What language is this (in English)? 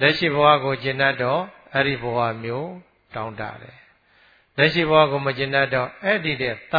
Burmese